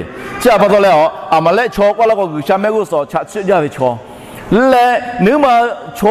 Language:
Lahu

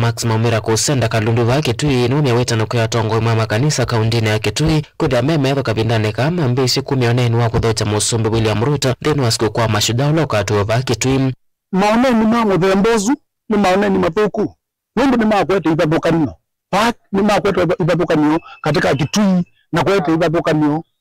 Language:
Kamba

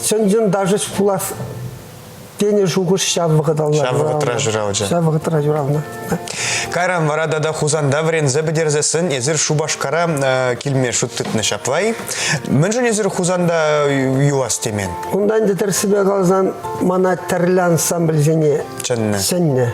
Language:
Chuvash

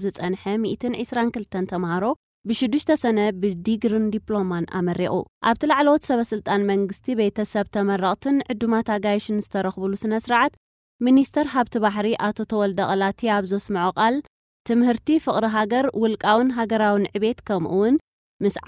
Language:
Tigrinya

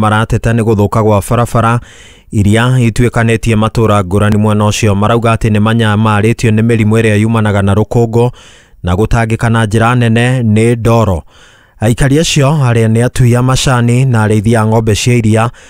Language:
Kikuyu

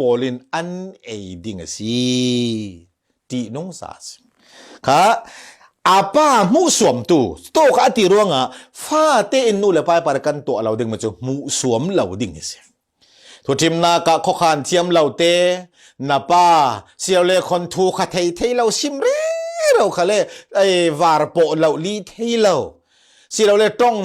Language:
Falam Chin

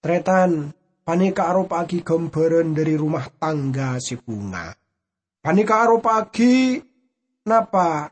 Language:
Madurese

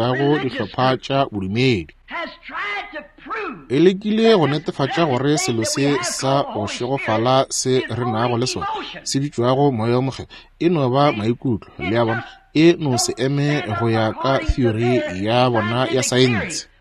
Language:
Northern Sotho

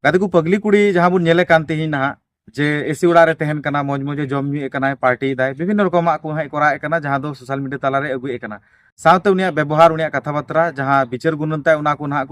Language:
Santali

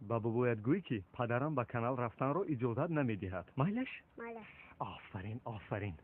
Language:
Tajik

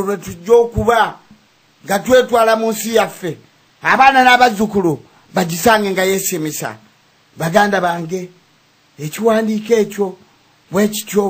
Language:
Ganda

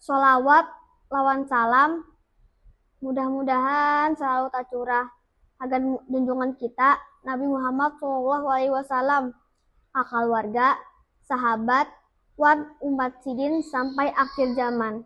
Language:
Banjar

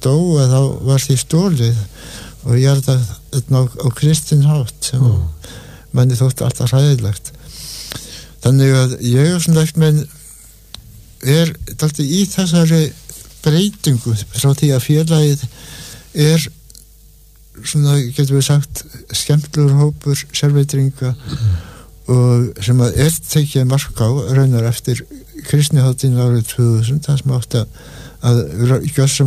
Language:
Icelandic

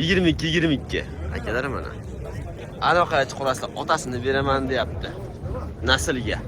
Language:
Uzbek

